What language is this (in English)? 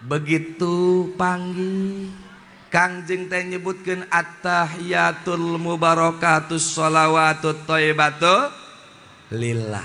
Sundanese